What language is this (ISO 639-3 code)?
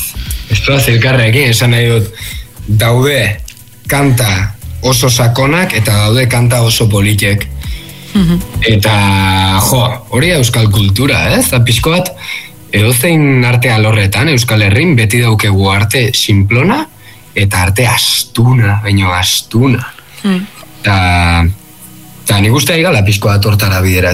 eus